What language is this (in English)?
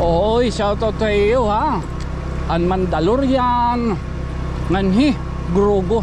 Waray